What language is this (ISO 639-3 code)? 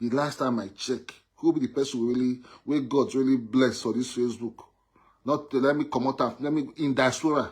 pcm